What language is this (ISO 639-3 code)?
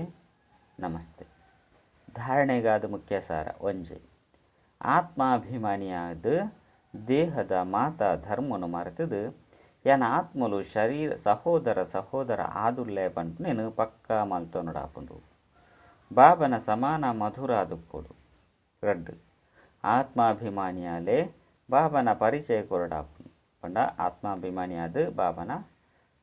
tcy